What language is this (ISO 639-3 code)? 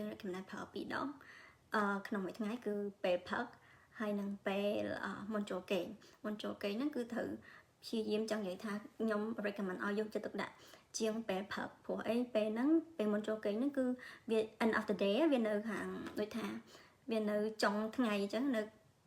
khm